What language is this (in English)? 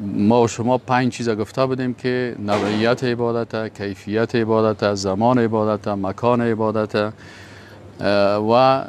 Persian